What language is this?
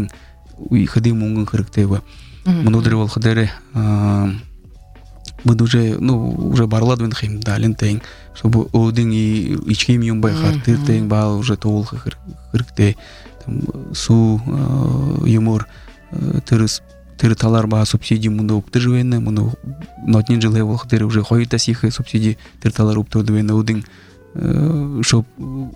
Buriat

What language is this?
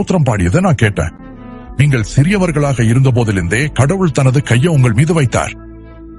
Tamil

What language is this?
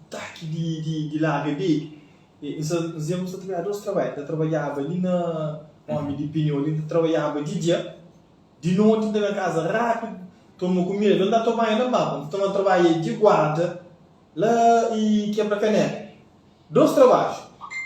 Kabuverdianu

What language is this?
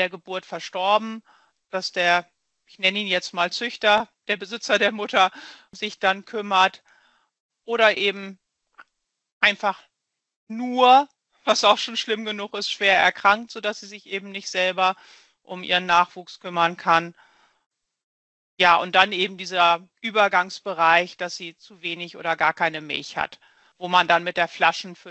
German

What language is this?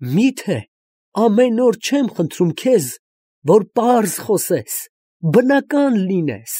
Armenian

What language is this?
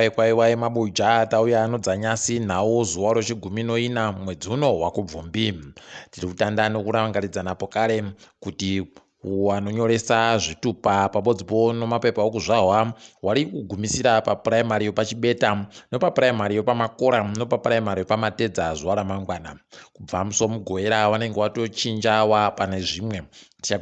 Ndau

